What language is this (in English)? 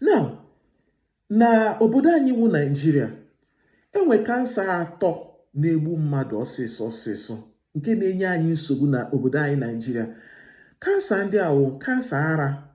Igbo